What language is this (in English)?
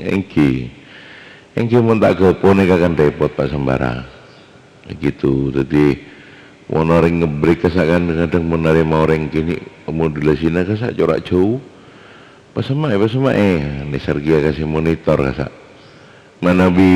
Madurese